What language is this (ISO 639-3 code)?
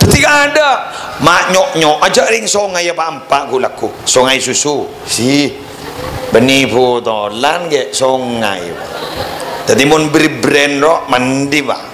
mad